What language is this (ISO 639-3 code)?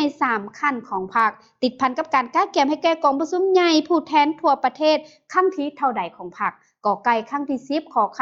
lao